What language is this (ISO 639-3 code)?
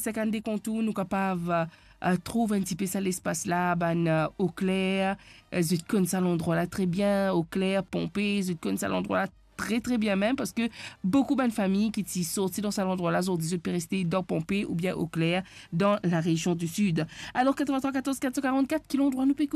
mfe